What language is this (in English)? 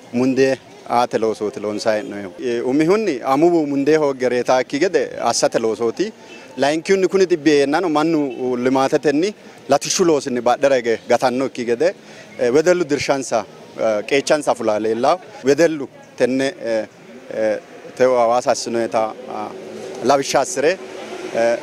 Sidamo